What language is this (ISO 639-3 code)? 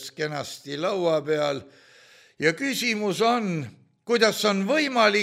est